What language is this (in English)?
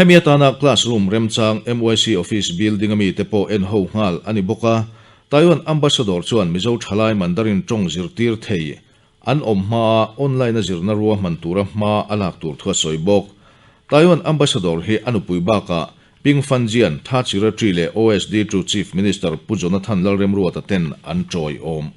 Mizo